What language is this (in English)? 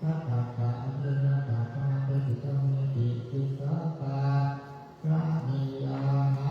Pali